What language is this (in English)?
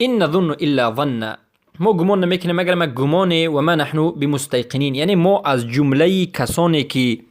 Persian